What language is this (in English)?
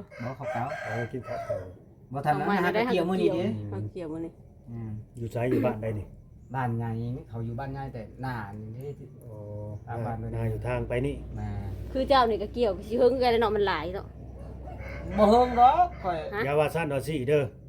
Lao